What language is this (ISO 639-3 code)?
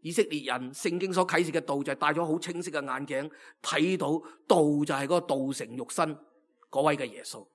yue